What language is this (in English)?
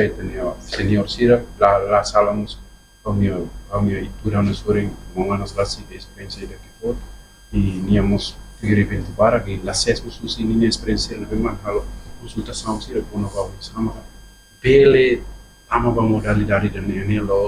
Tetum